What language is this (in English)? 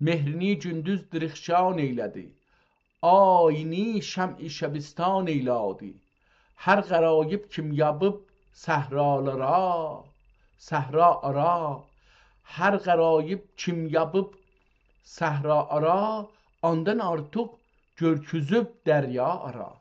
South Azerbaijani